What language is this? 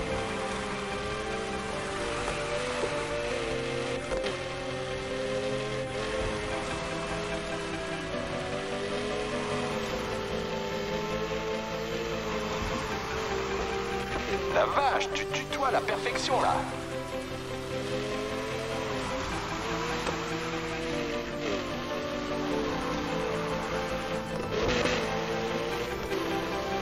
French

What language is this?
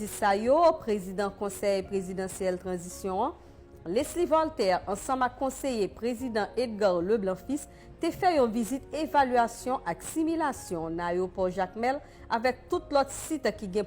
Haitian Creole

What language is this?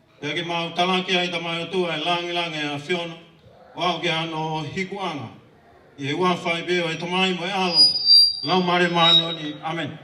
Tongan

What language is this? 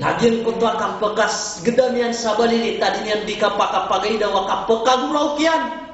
Maranao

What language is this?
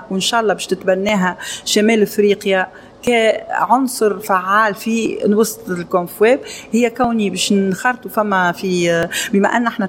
Tunisian Arabic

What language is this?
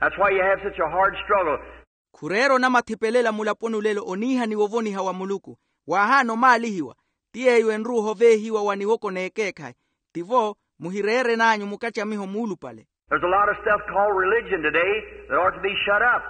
Makhuwa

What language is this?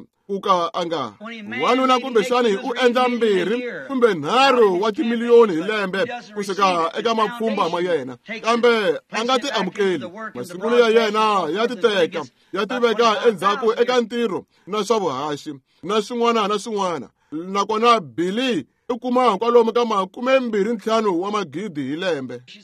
Tsonga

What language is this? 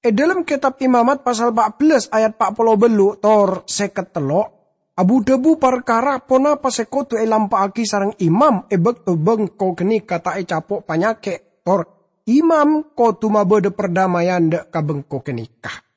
Madurese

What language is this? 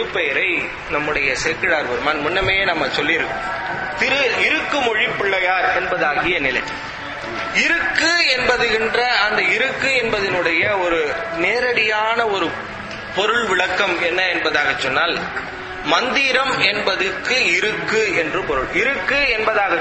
Tamil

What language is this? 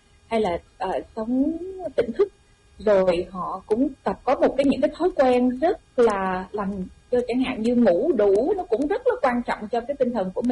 Vietnamese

